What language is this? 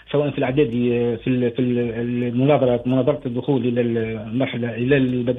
Tunisian Arabic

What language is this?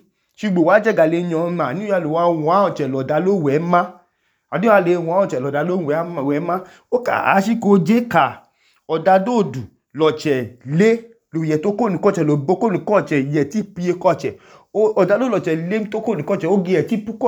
Idoma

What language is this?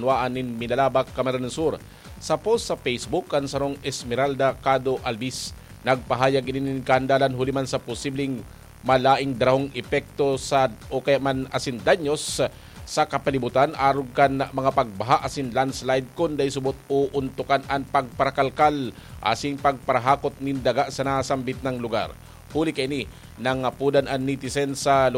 Bikol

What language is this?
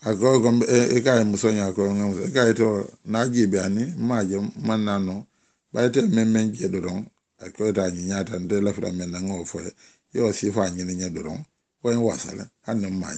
Mandingo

